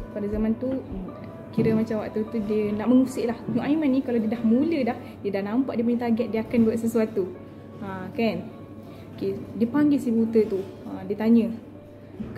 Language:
Malay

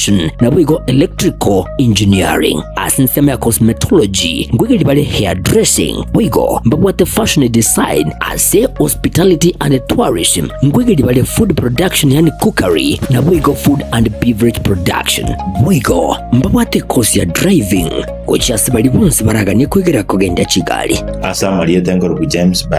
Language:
Gusii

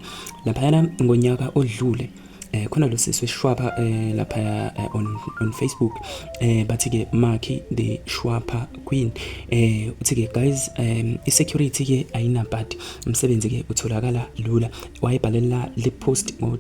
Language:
Zulu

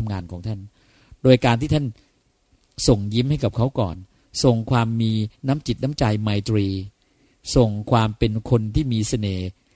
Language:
Thai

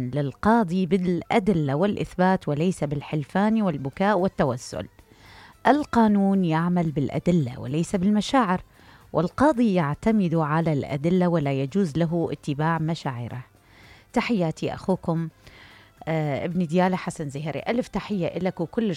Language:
Mesopotamian Arabic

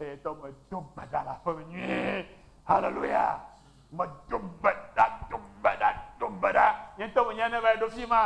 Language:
Ewe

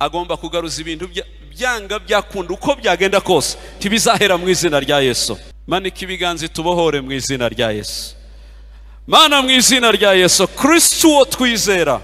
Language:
Kinyarwanda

